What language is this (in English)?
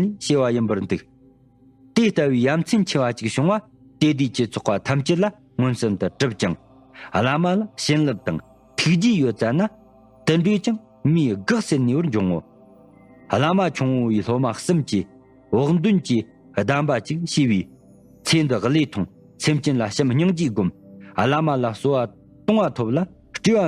Tibetan